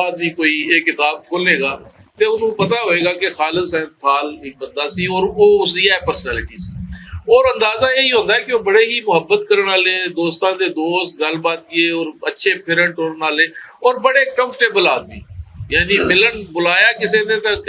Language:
Western Panjabi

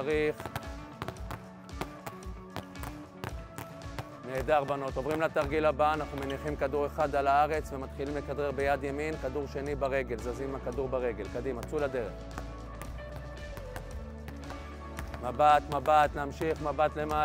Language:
Hebrew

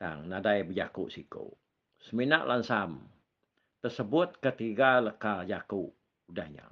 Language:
Iban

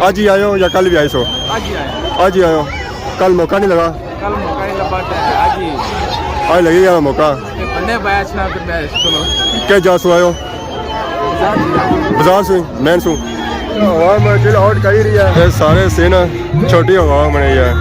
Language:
Pahari-Potwari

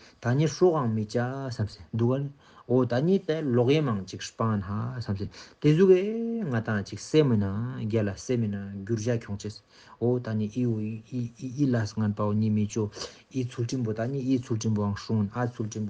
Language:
Ladakhi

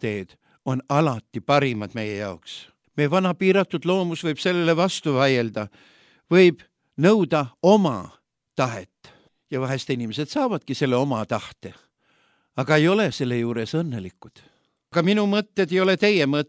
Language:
Estonian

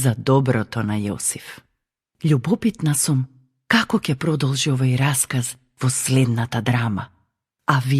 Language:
Macedonian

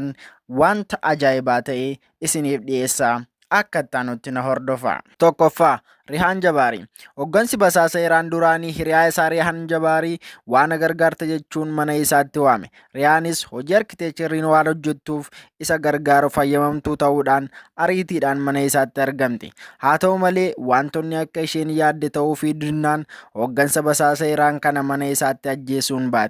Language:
Oromo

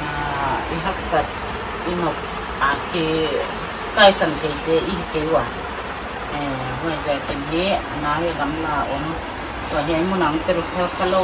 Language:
Paite Chin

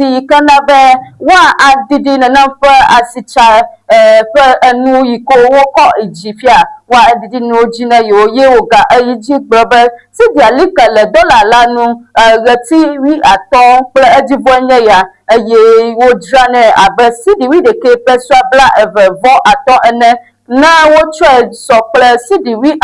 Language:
Ewe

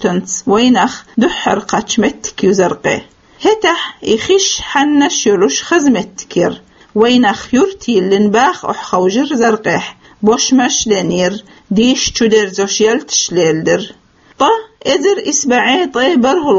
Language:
Chechen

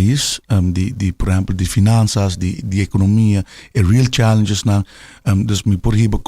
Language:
Papiamento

